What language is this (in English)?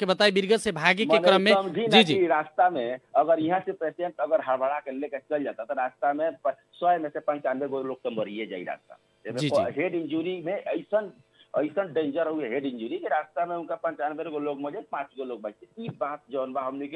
Bhojpuri